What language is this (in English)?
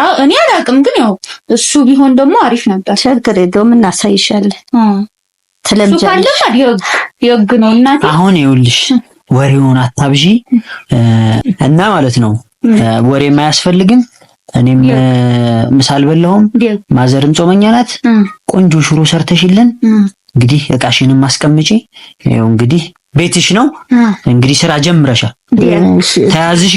Amharic